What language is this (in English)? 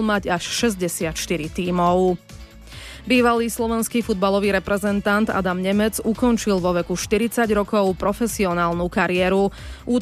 Slovak